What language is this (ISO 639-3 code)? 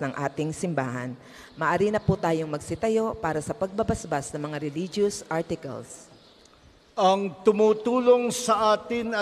fil